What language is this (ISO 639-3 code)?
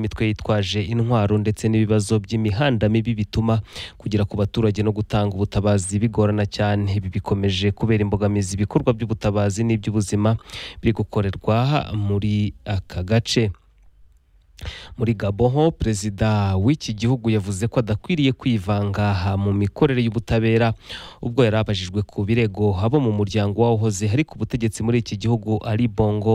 kin